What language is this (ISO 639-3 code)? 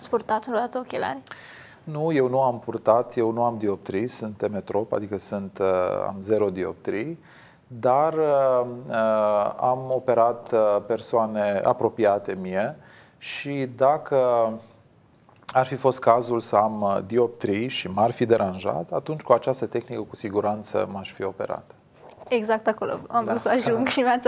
ron